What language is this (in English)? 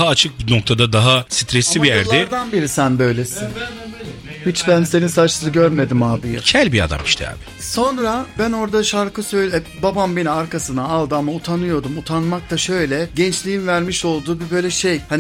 Turkish